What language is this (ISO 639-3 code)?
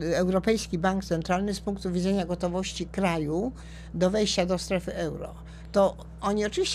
pol